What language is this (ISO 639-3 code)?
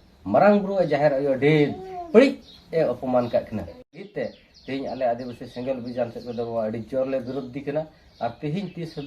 sat